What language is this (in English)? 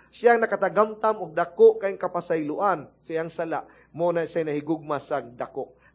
Cebuano